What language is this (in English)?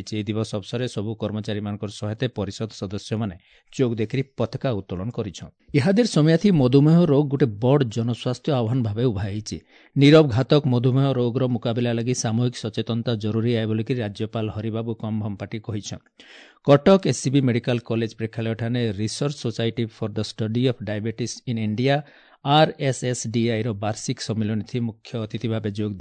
Odia